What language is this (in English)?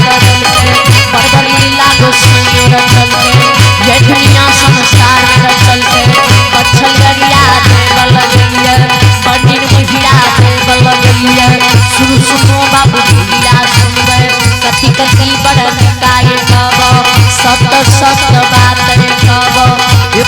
Maithili